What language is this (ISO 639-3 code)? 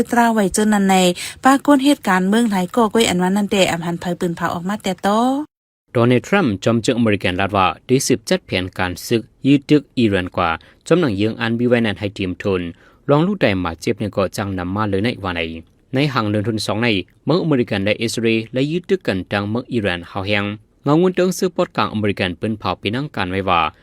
shn